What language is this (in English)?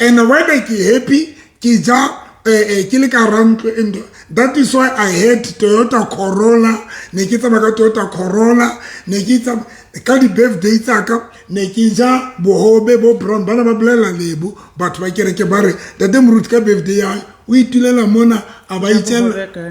Southern Sotho